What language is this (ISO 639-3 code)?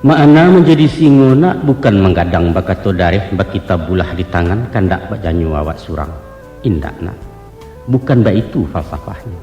min